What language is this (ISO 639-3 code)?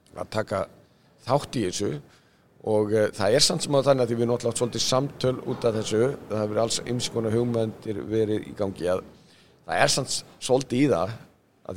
isl